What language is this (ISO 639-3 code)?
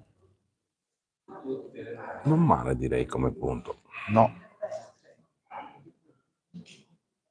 ita